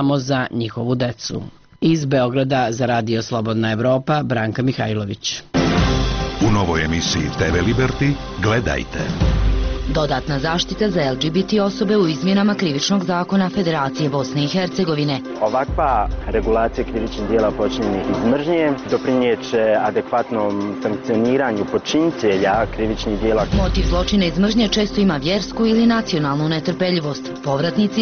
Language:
Bosnian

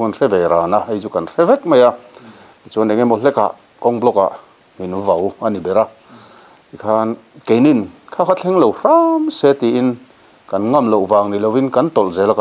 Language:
Mizo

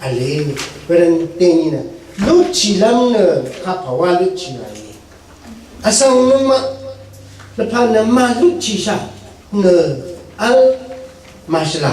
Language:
Rawang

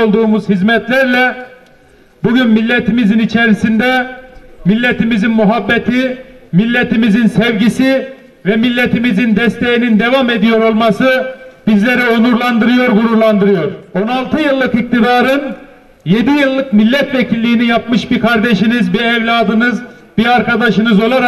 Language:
Turkish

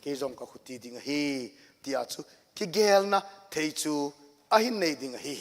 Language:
Thado Chin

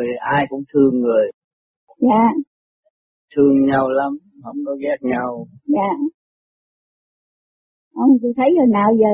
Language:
Vietnamese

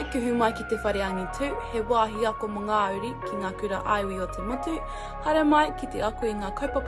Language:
Māori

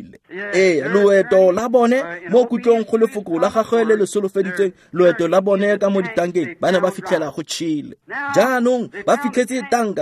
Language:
Tswana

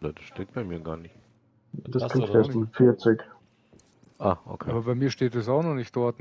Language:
Bavarian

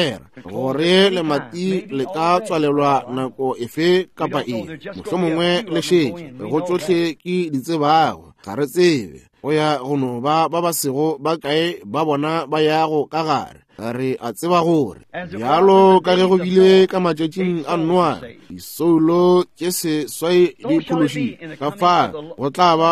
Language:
Northern Sotho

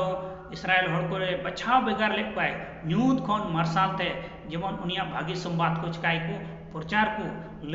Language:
Santali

